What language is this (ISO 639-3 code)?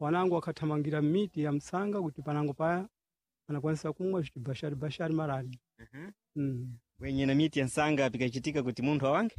seh